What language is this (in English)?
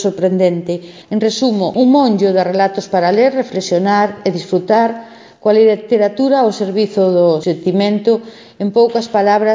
Galician